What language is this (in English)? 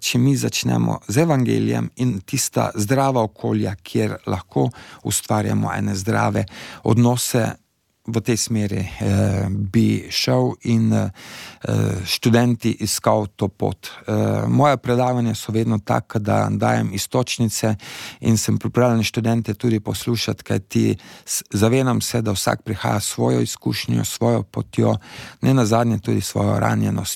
Slovenian